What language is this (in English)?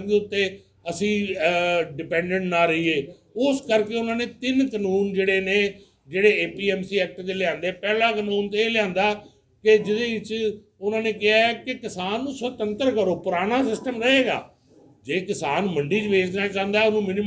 Punjabi